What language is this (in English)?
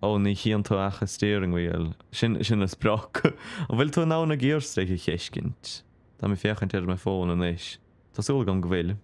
Irish